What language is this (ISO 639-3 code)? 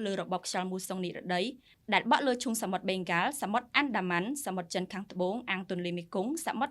khm